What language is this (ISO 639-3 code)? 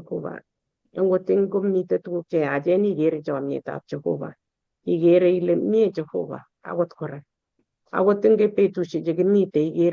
kln